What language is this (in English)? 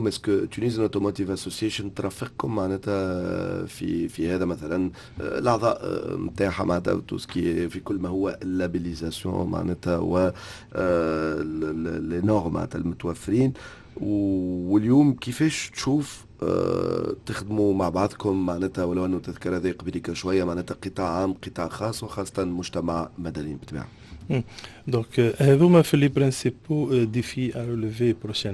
Tunisian Arabic